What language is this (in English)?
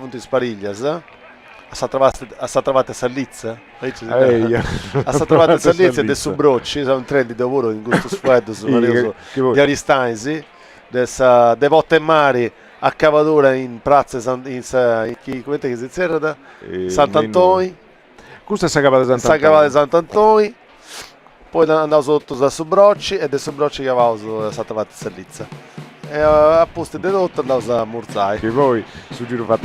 Sardinian